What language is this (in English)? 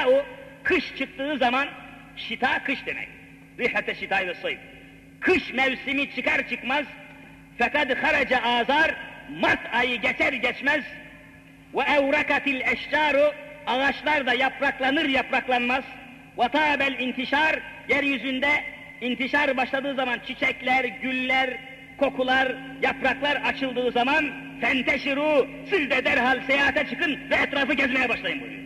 Turkish